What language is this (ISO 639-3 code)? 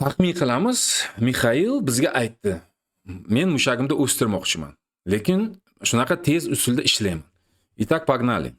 uzb